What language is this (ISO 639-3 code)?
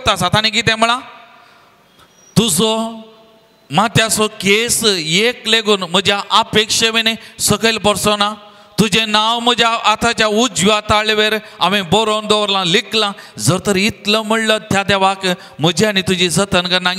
kok